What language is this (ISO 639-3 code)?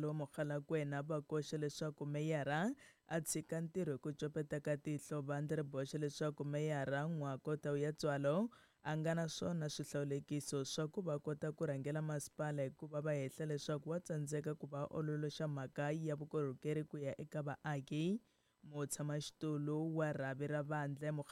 tso